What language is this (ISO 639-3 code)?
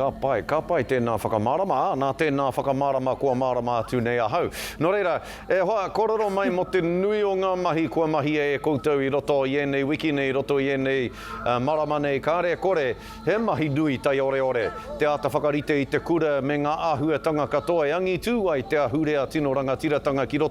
mri